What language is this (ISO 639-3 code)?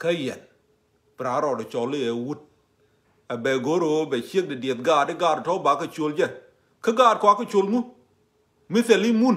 nus